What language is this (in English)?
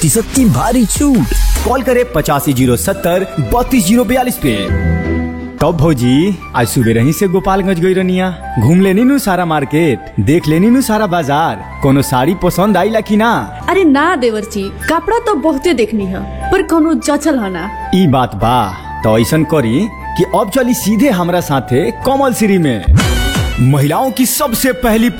Bhojpuri